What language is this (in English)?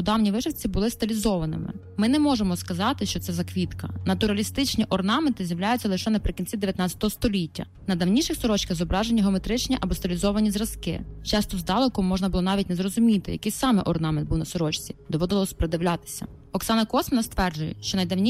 Ukrainian